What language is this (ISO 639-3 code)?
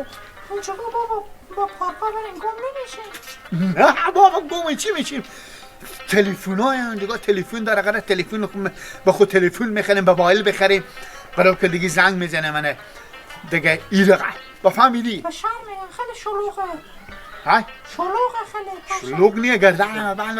fas